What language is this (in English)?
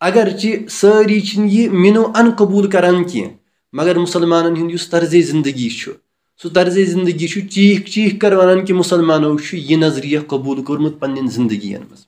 Kashmiri